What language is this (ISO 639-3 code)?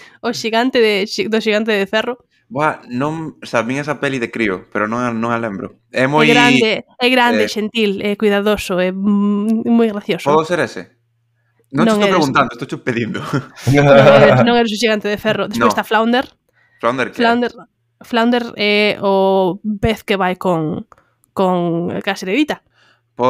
glg